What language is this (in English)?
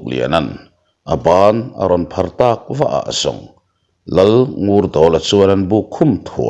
Mizo